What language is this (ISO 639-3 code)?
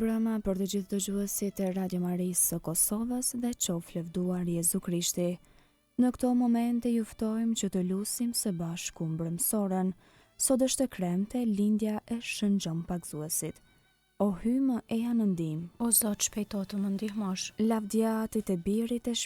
sqi